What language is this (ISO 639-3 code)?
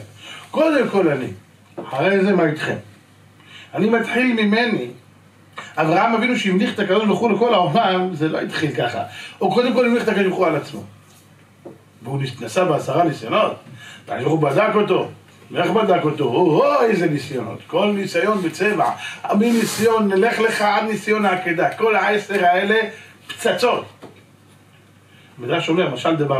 heb